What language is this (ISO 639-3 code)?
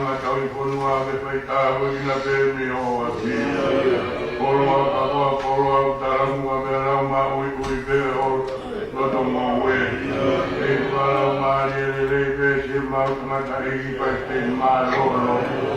ton